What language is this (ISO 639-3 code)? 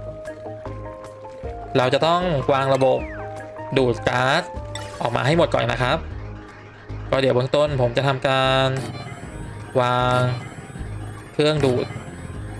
tha